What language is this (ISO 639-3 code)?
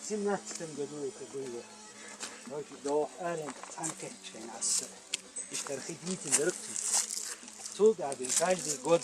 che